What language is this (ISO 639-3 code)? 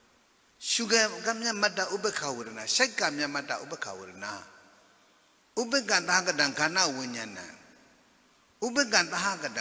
mya